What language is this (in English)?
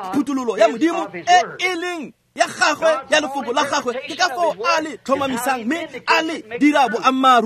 Tswana